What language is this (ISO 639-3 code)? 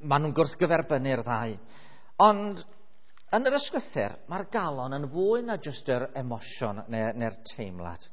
cym